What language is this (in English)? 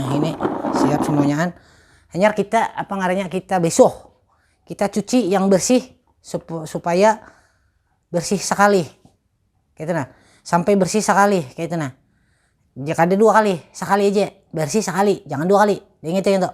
Banjar